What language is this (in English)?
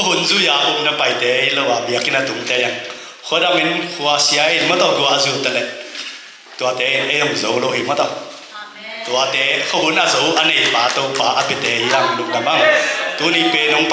Tedim Chin